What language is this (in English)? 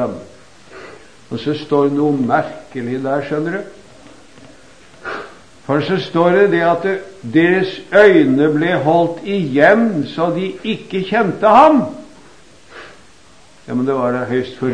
Norwegian